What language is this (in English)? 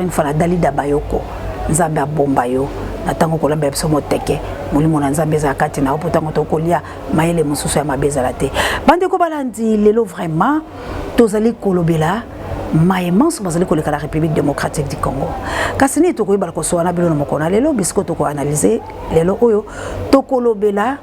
Lingala